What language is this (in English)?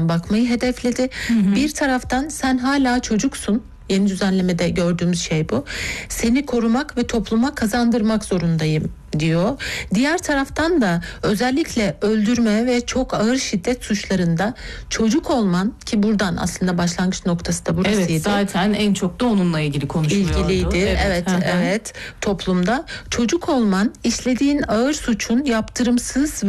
Turkish